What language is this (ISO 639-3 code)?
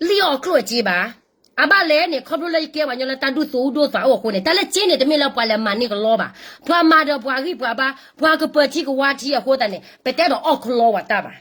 ksw